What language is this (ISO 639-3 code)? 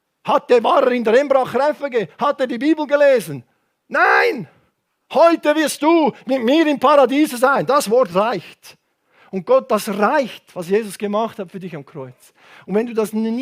gsw